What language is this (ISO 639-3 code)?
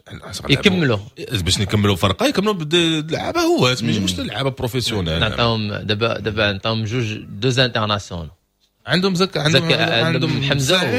ary